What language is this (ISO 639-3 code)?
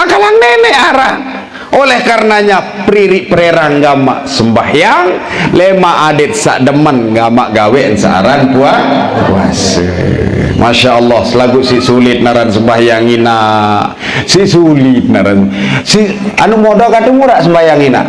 sas